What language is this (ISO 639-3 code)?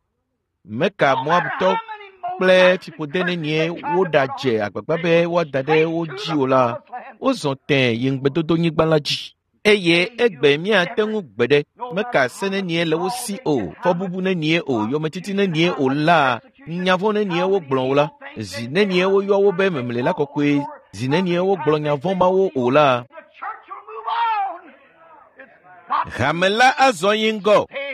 ewe